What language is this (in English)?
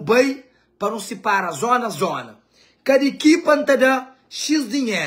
Kabuverdianu